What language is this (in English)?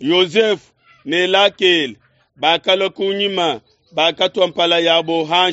Luba-Lulua